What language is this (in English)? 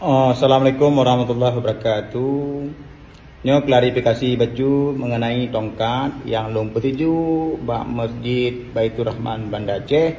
Achinese